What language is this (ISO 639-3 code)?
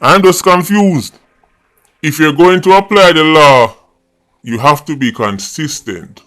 jam